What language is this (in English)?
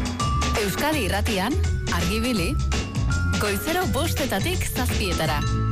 Basque